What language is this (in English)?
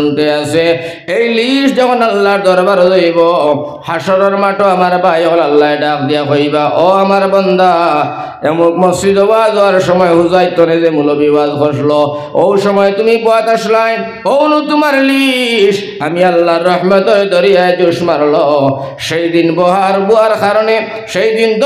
Sylheti